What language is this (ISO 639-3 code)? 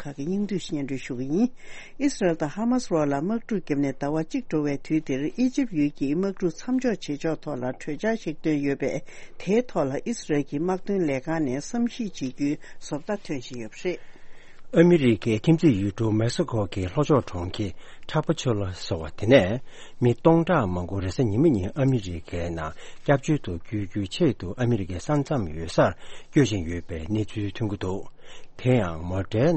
bod